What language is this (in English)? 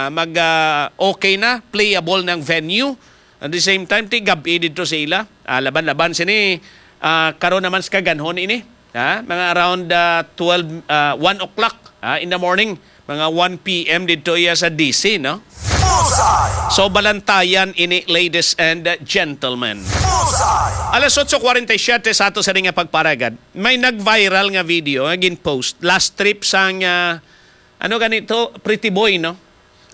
Hiligaynon